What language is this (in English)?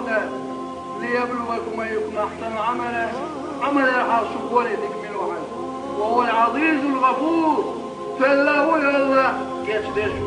Chechen